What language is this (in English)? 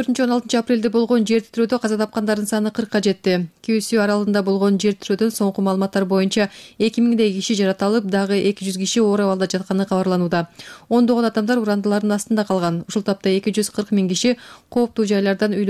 Kyrgyz